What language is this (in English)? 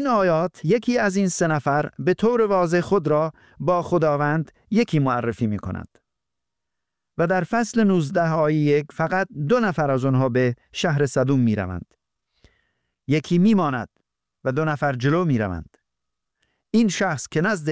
Persian